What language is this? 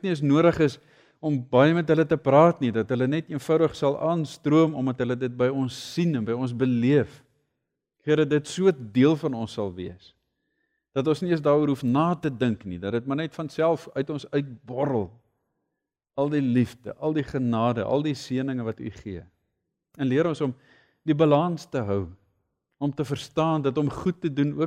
Afrikaans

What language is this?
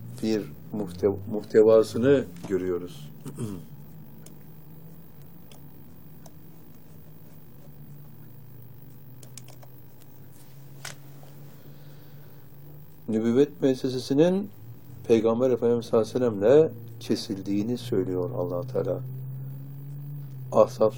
Turkish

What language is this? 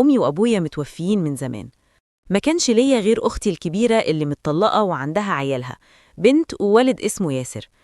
Egyptian Arabic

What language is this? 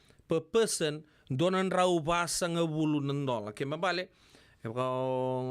Fijian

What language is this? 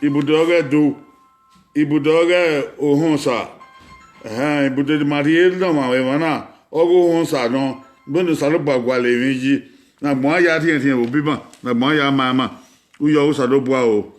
Bini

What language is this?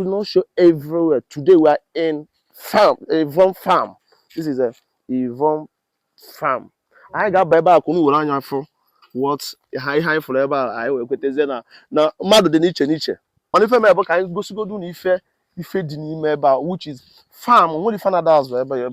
Igbo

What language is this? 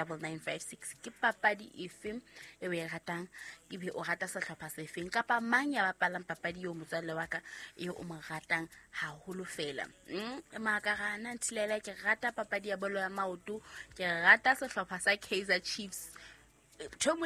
Southern Sotho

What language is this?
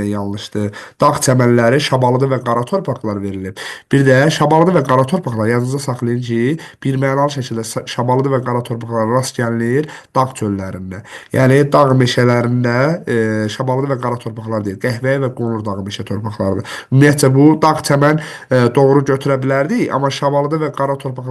Azerbaijani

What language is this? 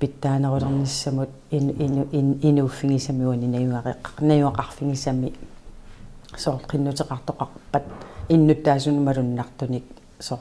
Kalaallisut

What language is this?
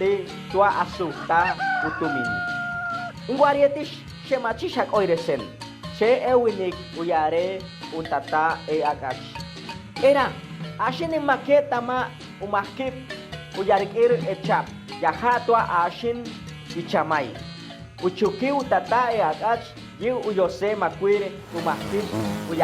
Chortí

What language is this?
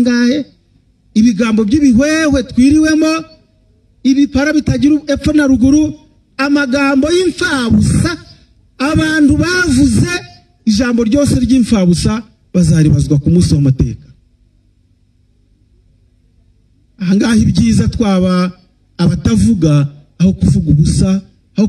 Kinyarwanda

